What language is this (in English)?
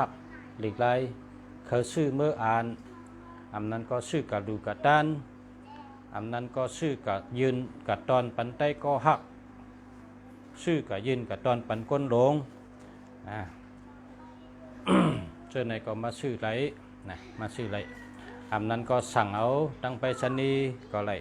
Shan